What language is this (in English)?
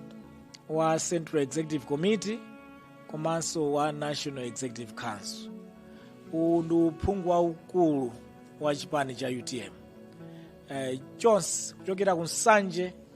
Nyanja